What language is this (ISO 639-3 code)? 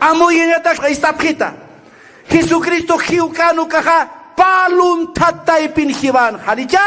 aym